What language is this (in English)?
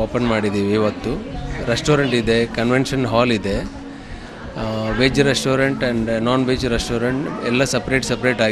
Kannada